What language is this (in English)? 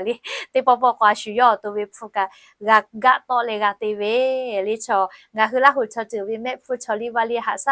Lahu